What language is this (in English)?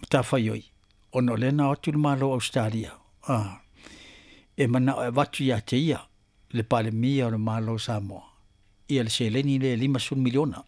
Samoan